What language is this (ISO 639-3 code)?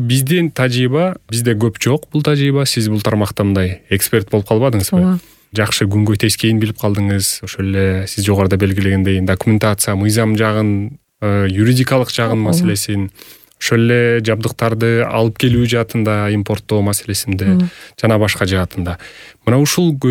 kir